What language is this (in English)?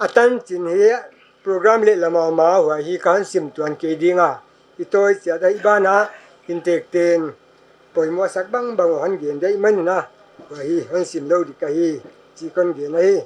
Paite Chin